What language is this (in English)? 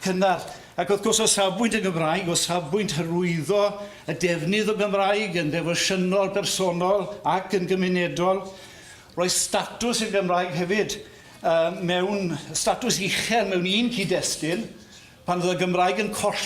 Welsh